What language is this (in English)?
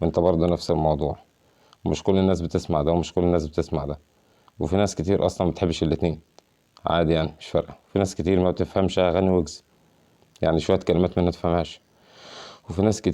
Egyptian Arabic